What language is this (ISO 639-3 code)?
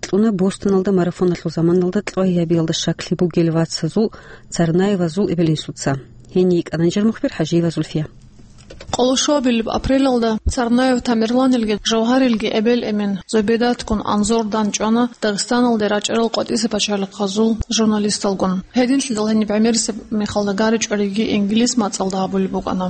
ava